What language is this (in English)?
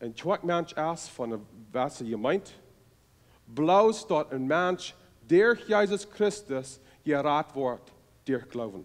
Plautdietsch